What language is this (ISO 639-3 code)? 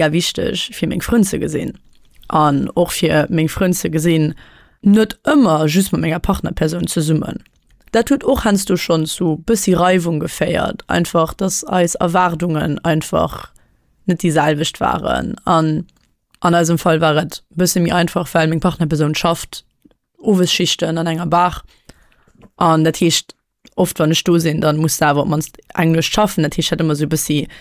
ltz